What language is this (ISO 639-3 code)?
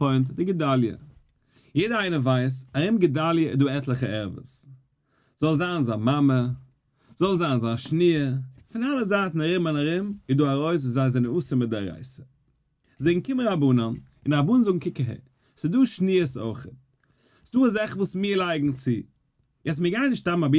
yid